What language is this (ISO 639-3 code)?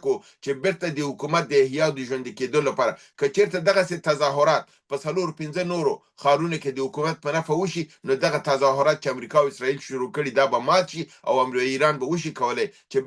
pus